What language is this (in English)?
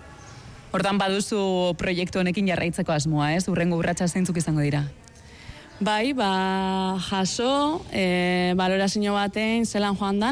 Basque